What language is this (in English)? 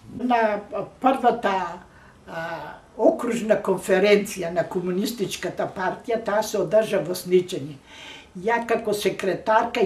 Macedonian